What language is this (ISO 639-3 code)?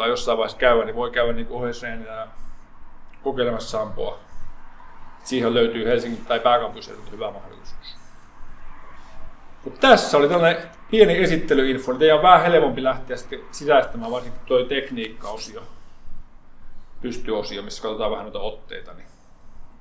fin